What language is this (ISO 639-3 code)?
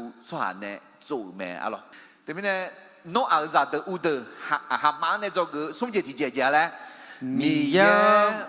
ahk